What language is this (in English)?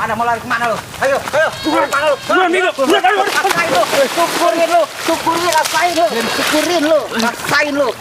Betawi